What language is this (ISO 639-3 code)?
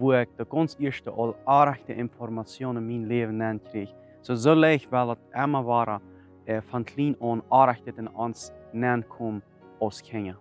pdt